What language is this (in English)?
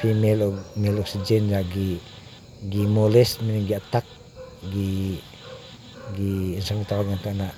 Cebuano